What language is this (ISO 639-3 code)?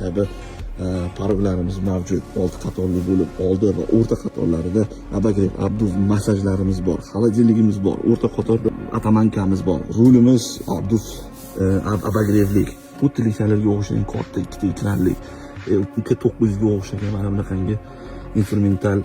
uzb